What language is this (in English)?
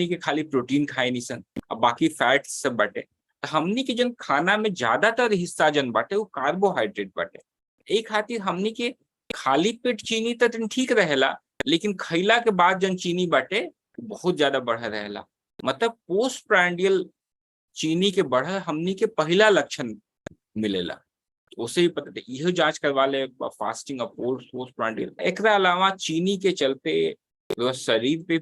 Bhojpuri